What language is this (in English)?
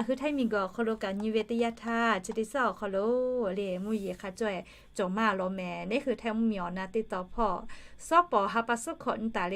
Lahu